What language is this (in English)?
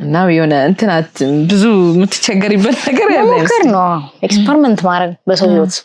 Amharic